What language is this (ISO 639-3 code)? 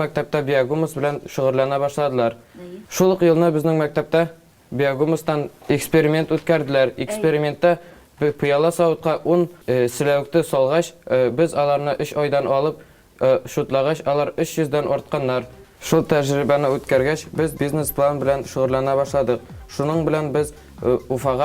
bak